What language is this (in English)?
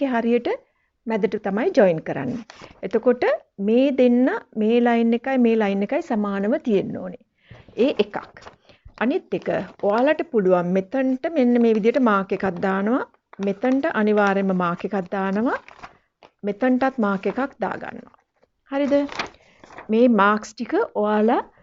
Sinhala